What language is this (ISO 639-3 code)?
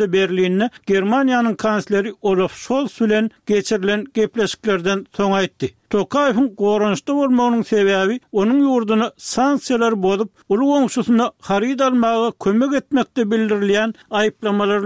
tuk